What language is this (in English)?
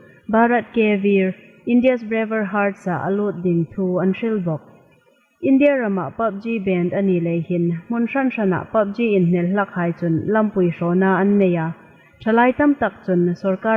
Hmar